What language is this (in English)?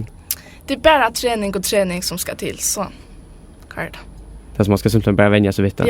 Faroese